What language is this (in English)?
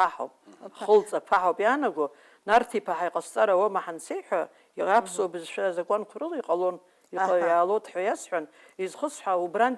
Abkhazian